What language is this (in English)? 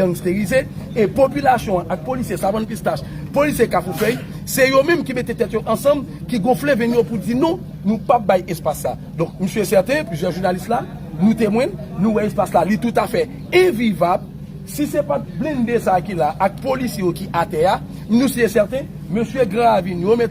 Haitian Creole